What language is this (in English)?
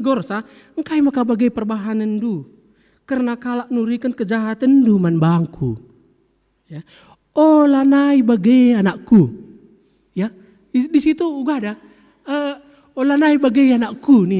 Batak Karo